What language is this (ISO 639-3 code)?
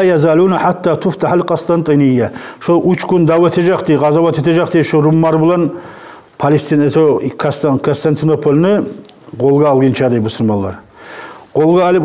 kum